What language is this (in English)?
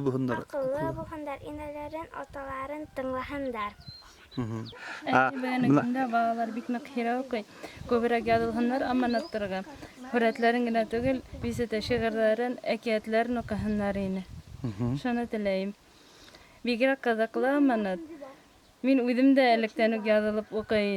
Bashkir